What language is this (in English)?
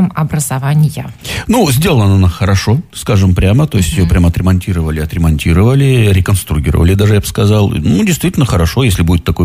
Russian